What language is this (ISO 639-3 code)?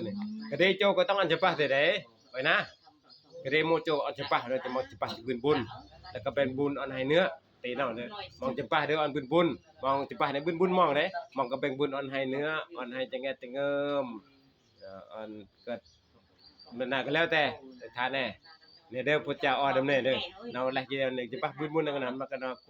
tts